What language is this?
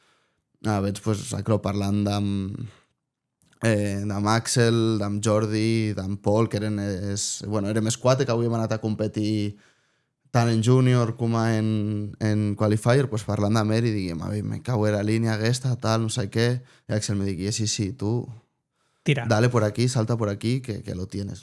Occitan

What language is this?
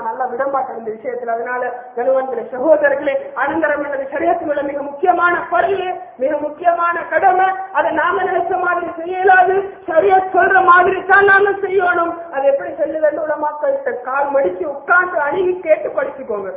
Tamil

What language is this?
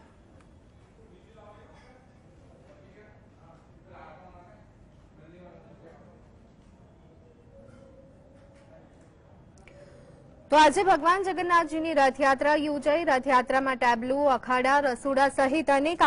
Gujarati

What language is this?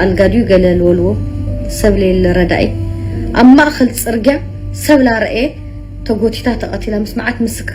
Tigrinya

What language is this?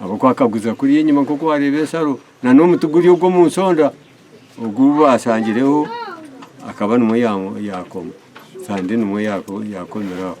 Nyankole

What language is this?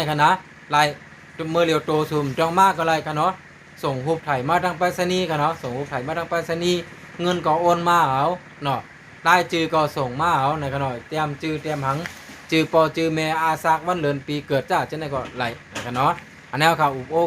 Shan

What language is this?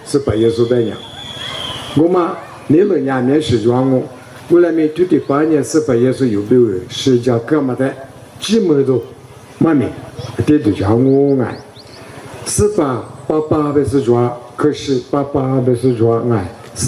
Lisu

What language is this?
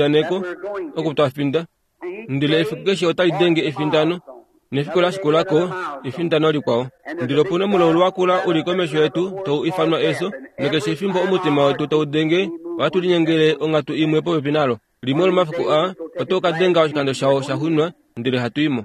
Kuanyama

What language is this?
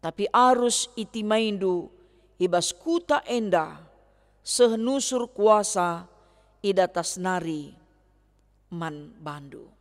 Batak Karo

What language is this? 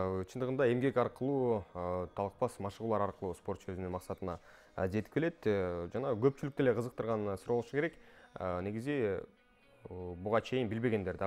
Kyrgyz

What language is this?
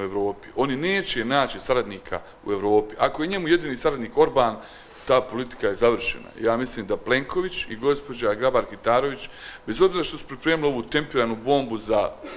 Bosnian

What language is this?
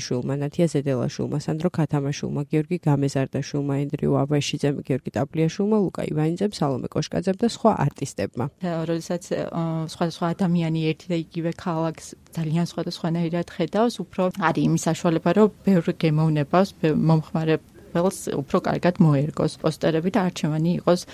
Georgian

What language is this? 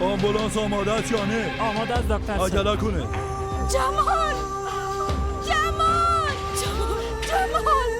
Persian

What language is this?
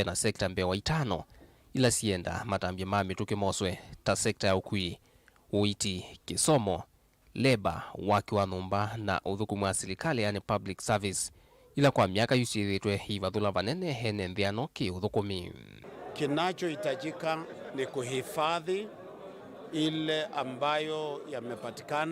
Kamba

